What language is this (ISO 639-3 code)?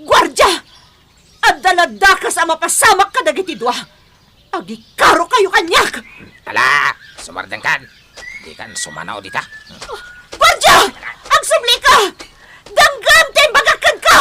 ilo